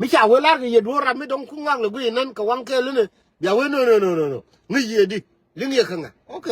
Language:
Nuer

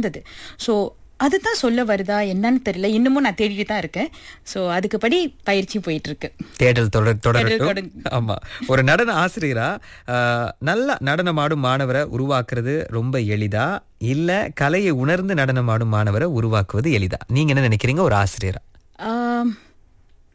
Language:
Tamil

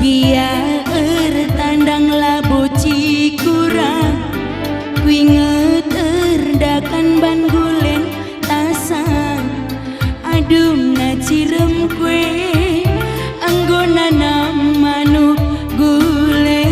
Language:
Batak Karo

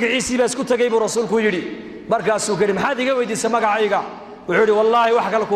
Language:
Somali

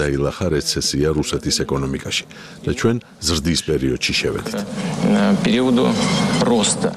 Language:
Georgian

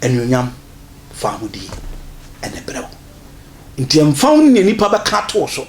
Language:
Akan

